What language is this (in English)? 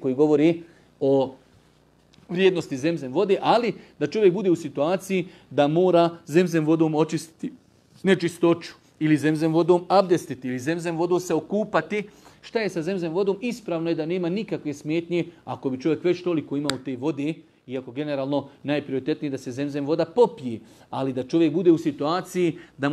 Bosnian